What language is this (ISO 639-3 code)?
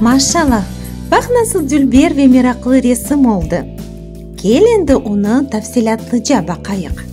crh